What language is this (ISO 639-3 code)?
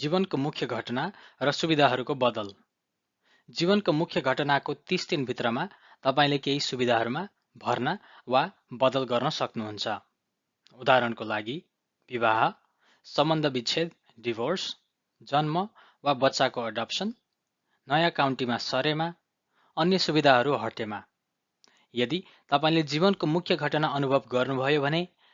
nep